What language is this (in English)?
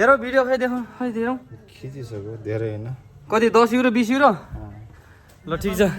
Nepali